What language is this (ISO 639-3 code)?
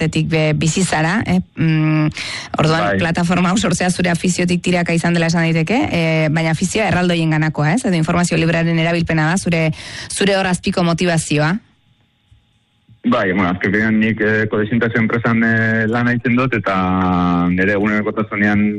eus